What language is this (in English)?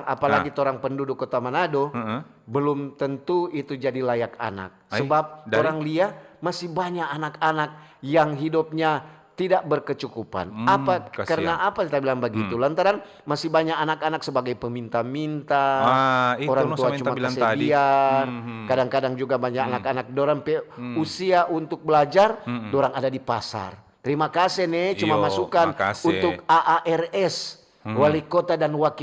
Manado Malay